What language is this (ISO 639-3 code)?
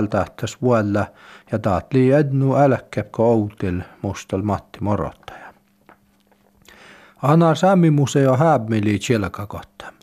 fin